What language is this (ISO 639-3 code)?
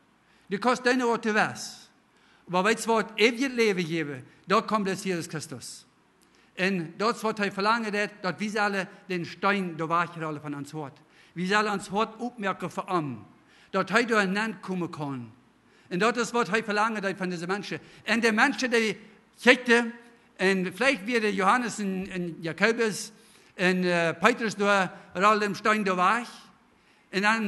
pdt